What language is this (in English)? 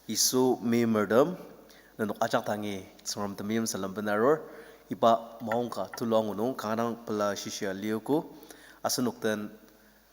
Ao Naga